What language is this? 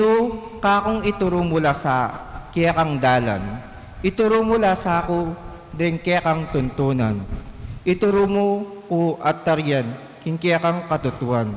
Pampanga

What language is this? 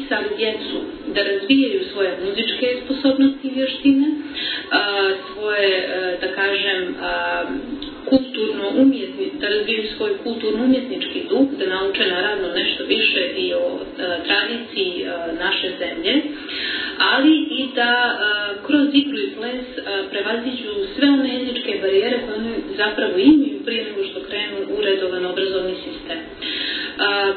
Bosnian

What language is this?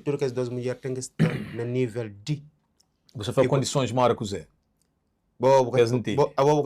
Kabuverdianu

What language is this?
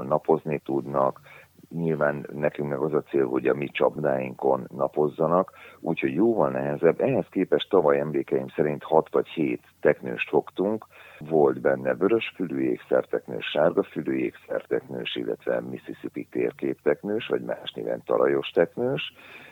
Hungarian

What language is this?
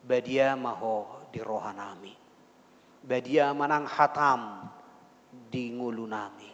Batak Toba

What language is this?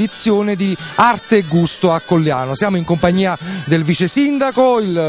Italian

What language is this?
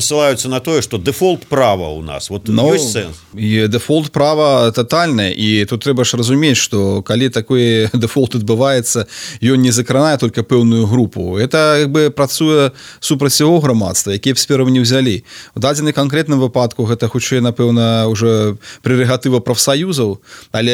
Belarusian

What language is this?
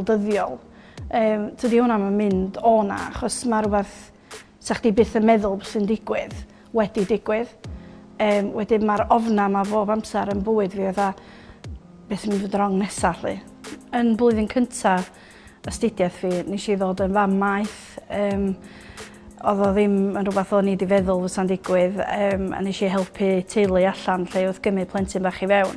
Welsh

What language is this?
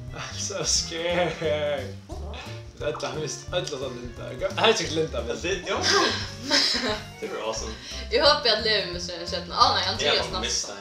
Faroese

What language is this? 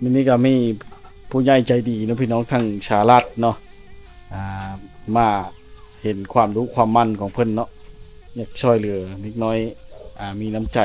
Lao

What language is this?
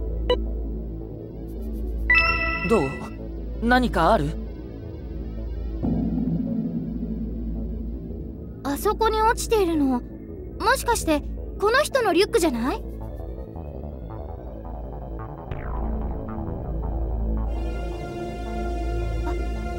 Japanese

